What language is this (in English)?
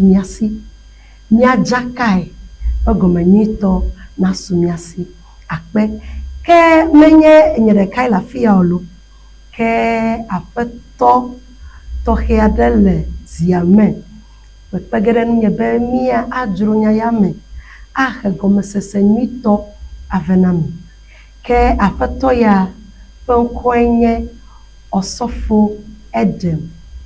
Ewe